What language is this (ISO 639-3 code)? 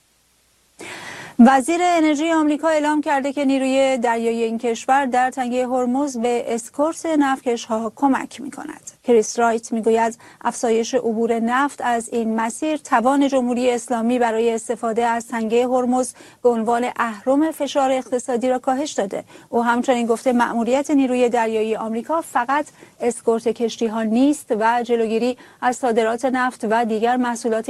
fas